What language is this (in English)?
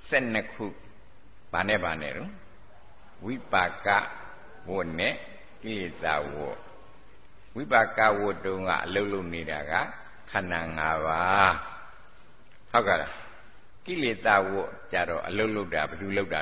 Burmese